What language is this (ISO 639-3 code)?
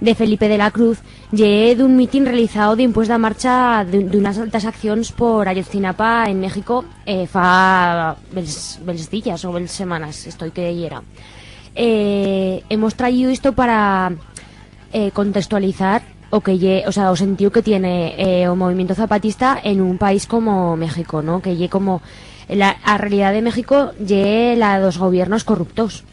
arg